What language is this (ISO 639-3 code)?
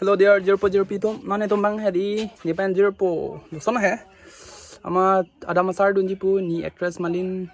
mjw